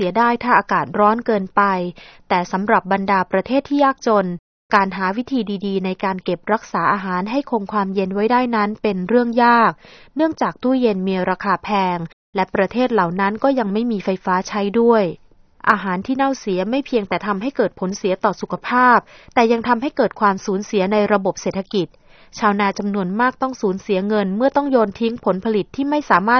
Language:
Thai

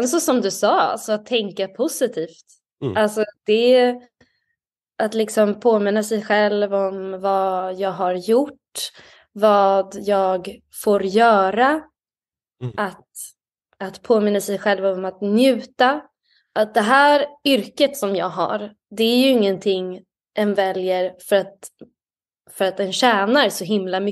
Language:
Swedish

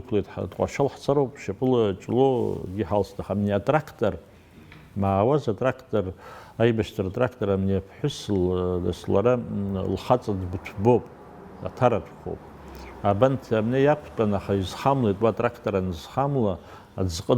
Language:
Abkhazian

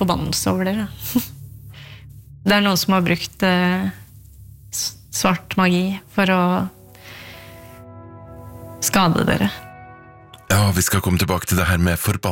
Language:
Norwegian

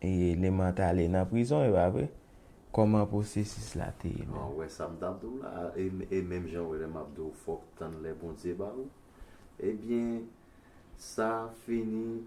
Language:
Haitian Creole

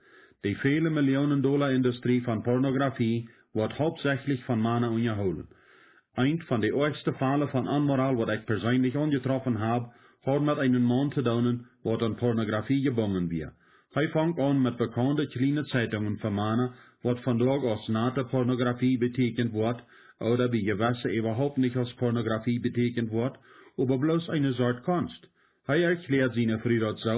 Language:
Plautdietsch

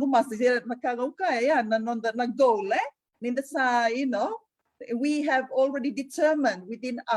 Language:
Fijian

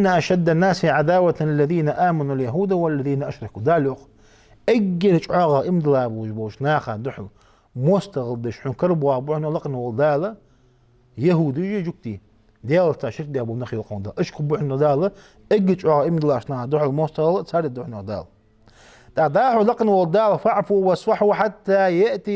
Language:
Ingush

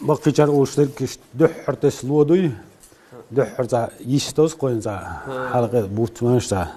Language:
Chechen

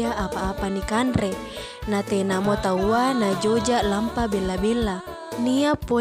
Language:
Makasar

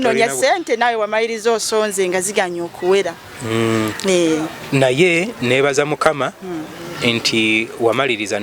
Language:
Ganda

